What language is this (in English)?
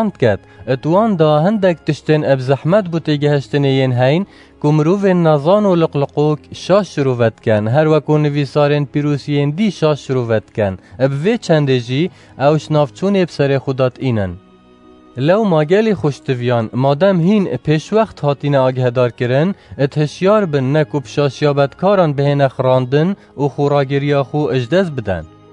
Kurdish